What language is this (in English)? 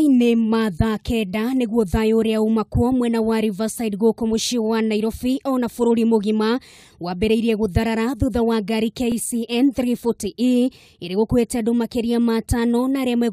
Kikuyu